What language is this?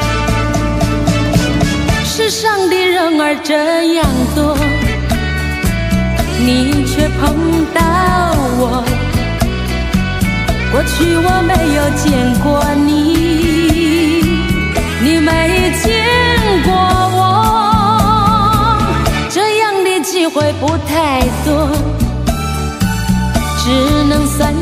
Chinese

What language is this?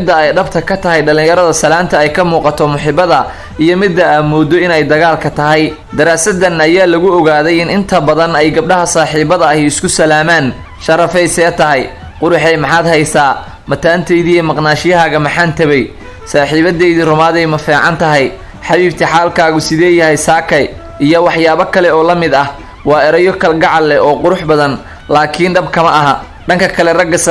Somali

